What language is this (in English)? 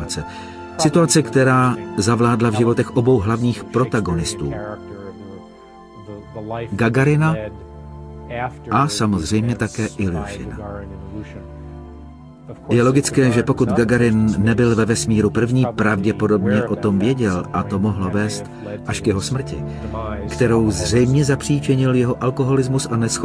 Czech